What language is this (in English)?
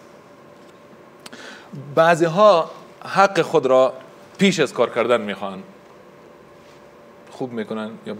Persian